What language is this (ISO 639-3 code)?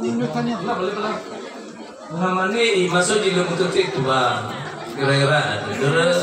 nia